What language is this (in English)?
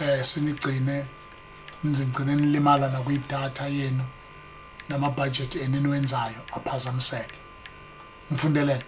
Zulu